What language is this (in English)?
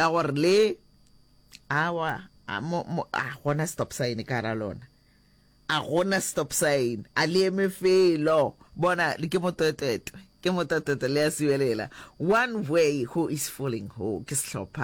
Northern Sotho